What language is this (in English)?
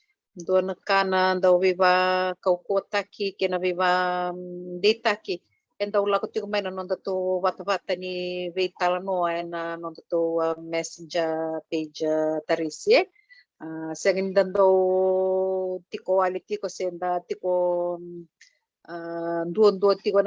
Fijian